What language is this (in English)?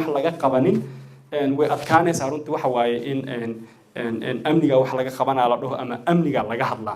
Somali